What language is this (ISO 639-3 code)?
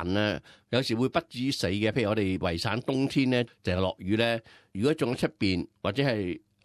yue